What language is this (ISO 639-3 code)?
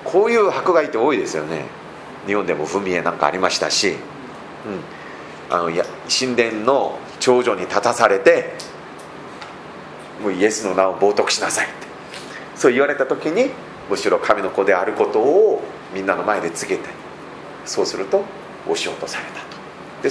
jpn